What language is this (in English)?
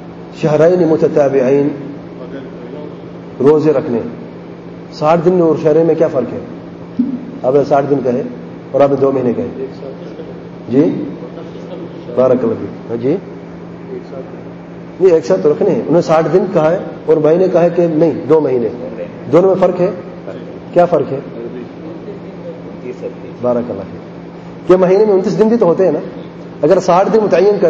Urdu